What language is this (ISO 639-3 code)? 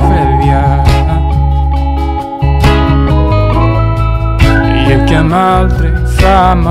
isl